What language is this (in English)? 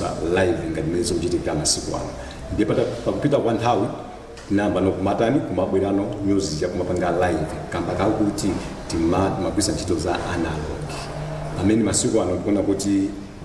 Nyanja